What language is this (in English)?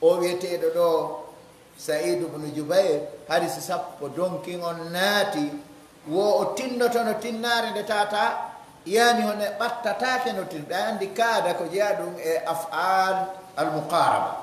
Pular